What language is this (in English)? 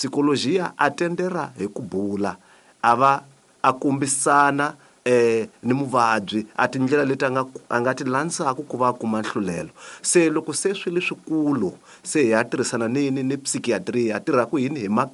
Tsonga